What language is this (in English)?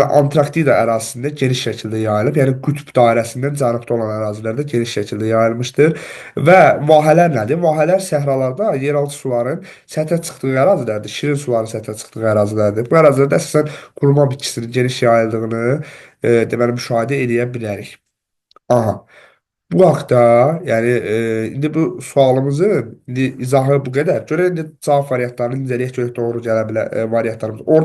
Azerbaijani